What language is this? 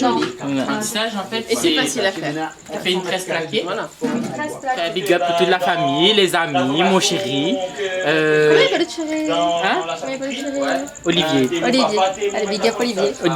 Réunion Creole French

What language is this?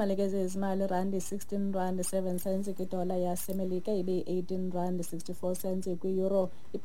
Xhosa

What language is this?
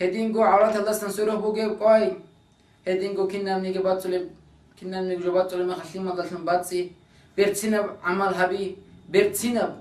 Avaric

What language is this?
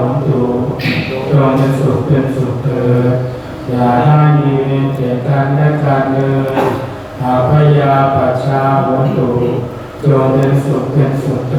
Pali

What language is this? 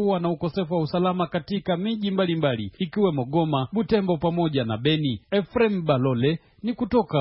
Swahili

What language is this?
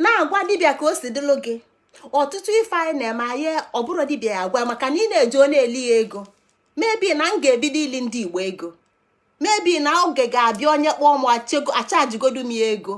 Igbo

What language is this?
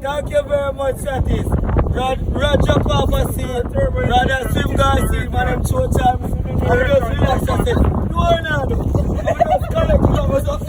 Jamaican Creole English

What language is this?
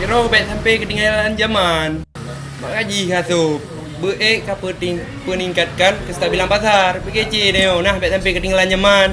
Achinese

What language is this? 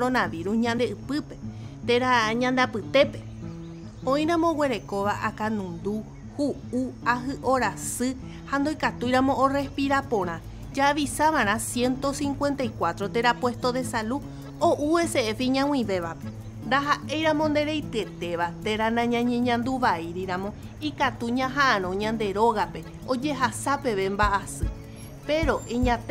Guarani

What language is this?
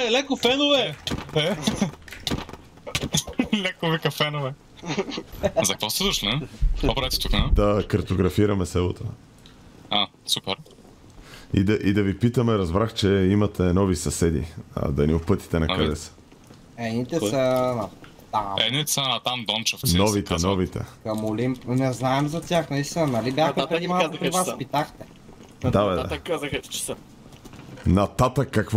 Bulgarian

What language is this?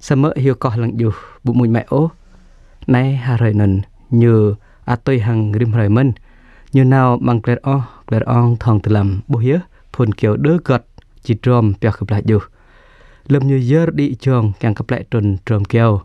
Jarai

